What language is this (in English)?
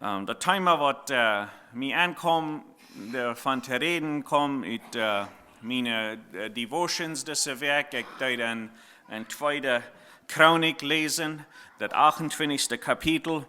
Plautdietsch